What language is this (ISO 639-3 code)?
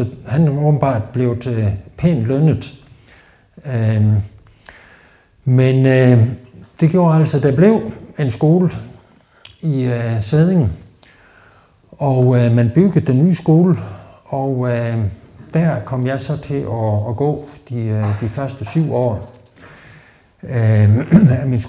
dan